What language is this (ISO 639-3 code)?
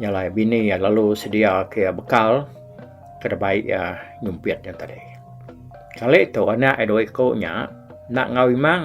iba